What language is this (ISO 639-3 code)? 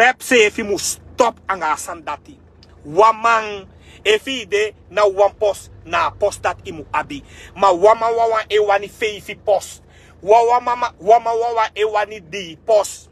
srn